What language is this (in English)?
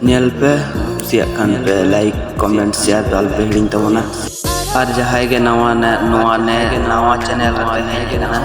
Santali